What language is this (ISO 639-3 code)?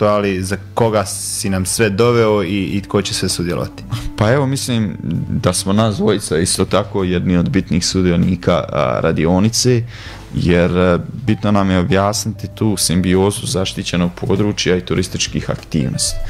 hrv